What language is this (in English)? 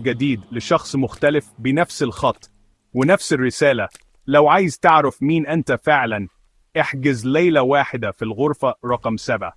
Egyptian Arabic